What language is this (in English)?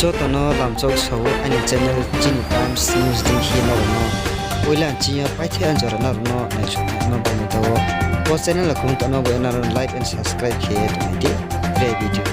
Riang (India)